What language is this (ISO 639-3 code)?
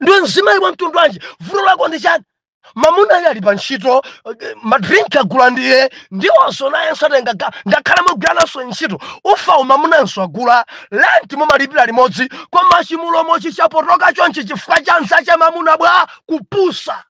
nya